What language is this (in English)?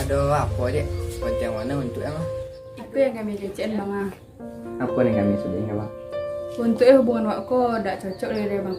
Minangkabau